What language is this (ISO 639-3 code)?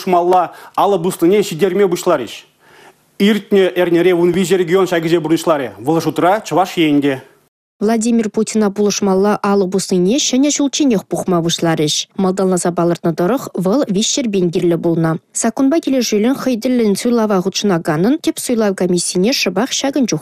chv